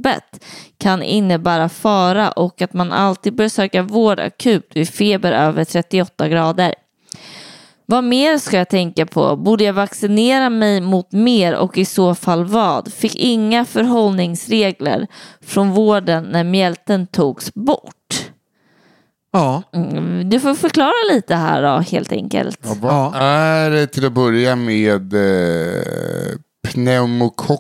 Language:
Swedish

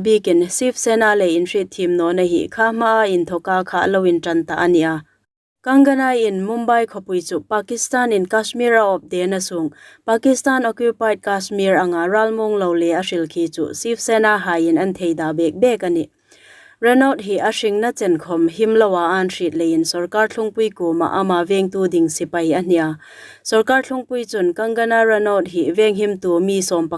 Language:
Hmar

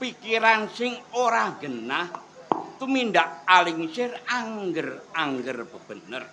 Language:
Javanese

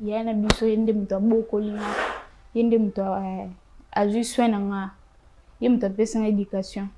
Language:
Lingala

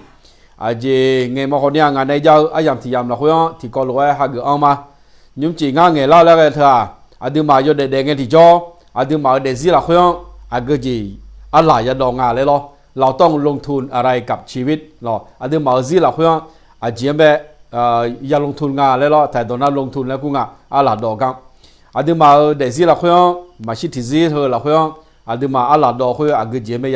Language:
Akha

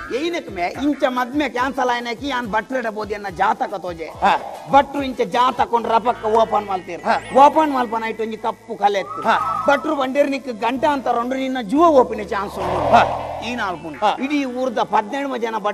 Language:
Tulu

